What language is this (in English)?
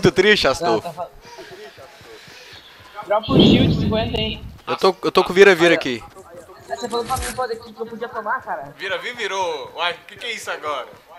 Portuguese